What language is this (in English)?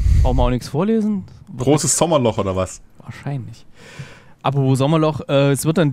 German